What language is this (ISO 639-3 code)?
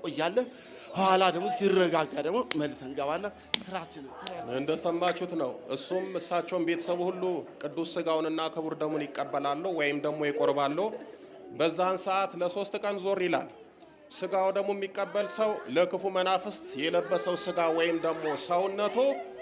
amh